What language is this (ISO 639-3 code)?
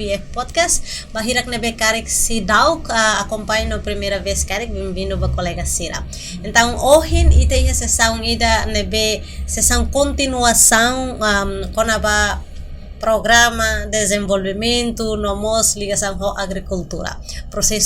tet